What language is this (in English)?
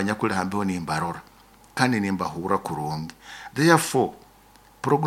Nyoro